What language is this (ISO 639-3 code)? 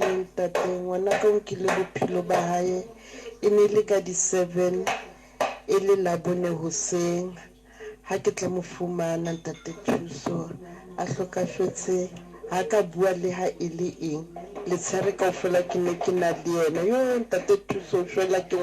sot